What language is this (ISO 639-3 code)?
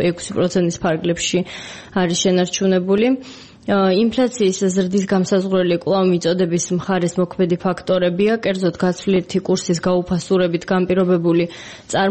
kat